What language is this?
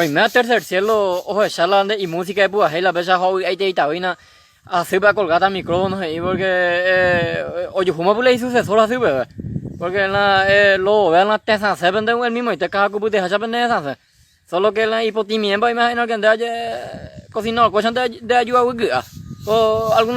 Guarani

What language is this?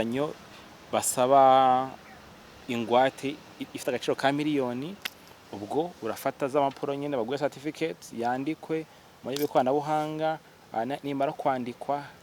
Kinyarwanda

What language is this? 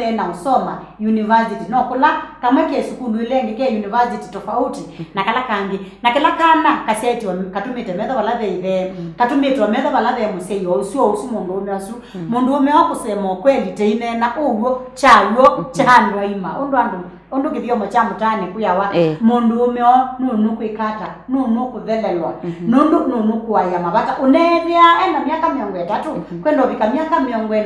Kamba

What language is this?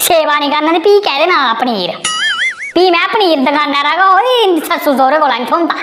Dogri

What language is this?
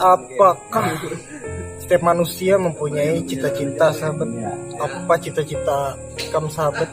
Banjar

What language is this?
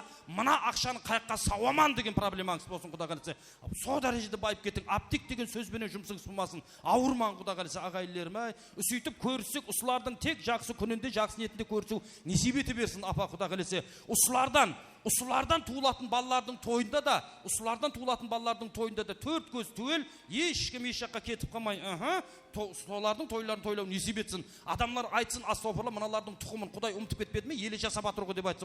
Kara-Kalpak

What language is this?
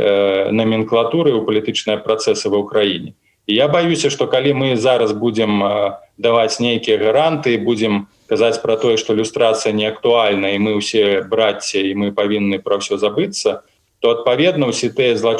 Belarusian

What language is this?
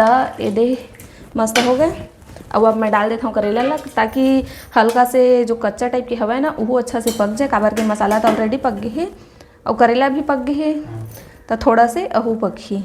Chhattisgarhi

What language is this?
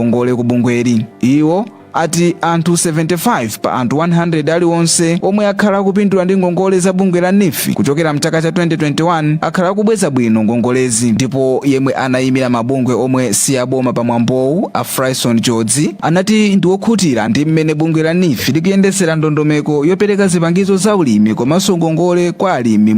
Nyanja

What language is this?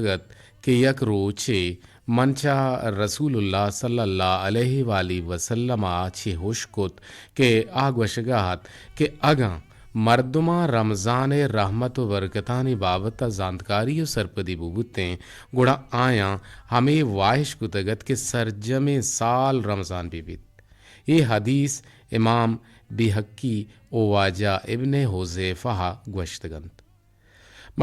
Eastern Balochi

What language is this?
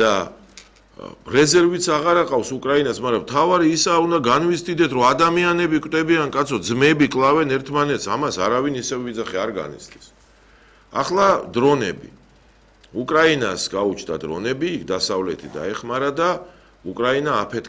Georgian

